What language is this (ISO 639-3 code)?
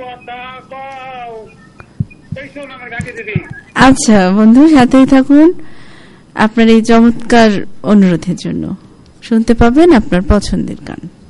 ben